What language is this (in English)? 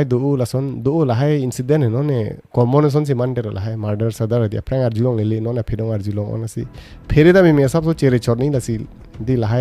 Karbi